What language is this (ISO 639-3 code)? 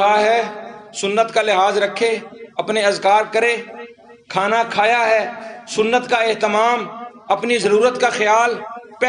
urd